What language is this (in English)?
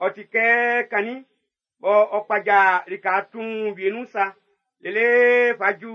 Baoulé